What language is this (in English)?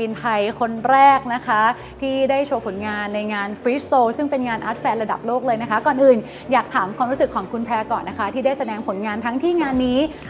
Thai